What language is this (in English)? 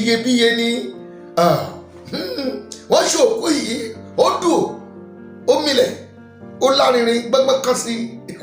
Yoruba